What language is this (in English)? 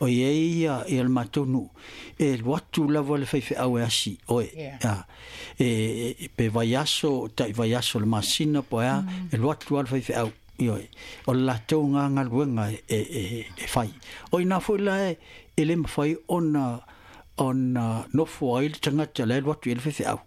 Samoan